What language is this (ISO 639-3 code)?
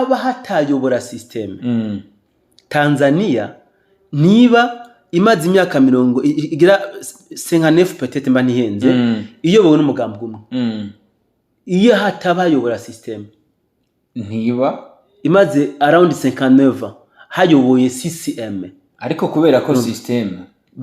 run